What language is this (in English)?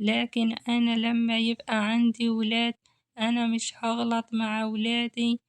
Egyptian Arabic